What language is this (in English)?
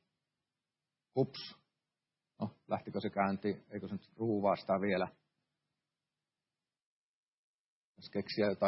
Finnish